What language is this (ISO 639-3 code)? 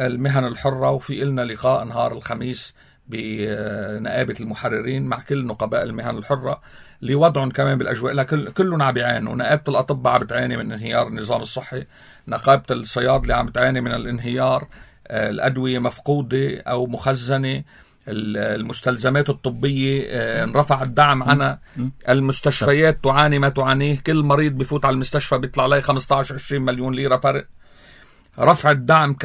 apc